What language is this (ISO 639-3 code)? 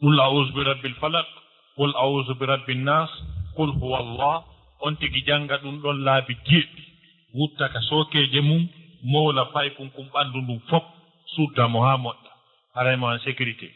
ful